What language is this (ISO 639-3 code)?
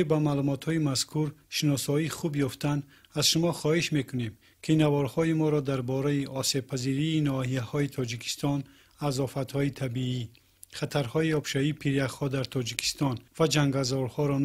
tgk